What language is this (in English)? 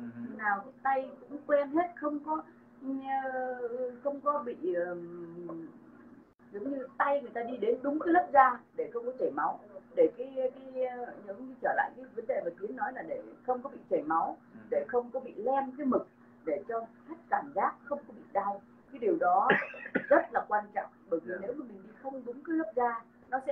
Vietnamese